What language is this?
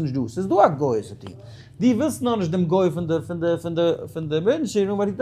Yiddish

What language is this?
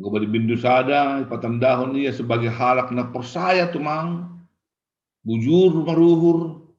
Batak Simalungun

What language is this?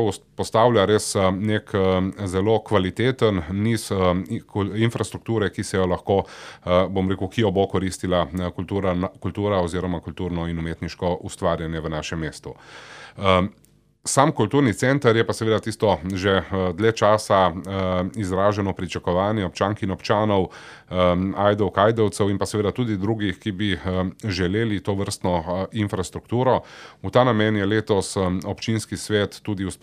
Slovenian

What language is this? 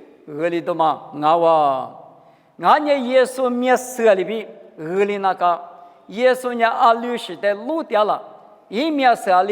Lisu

